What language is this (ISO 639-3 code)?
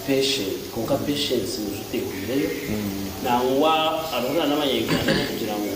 nyn